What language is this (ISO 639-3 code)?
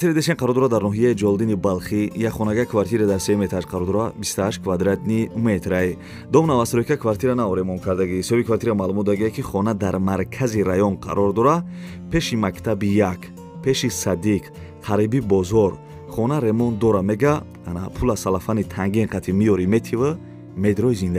tgk